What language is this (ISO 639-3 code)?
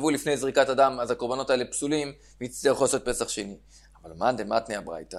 heb